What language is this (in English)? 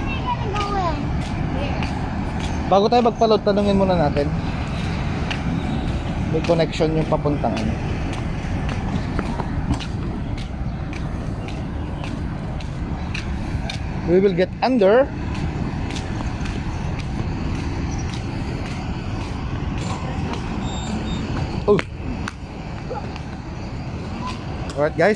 Filipino